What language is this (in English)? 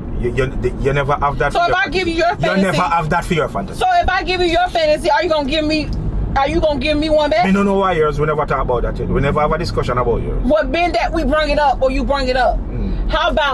Jamaican Creole English